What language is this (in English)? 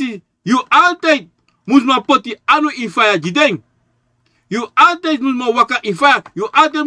Sranan Tongo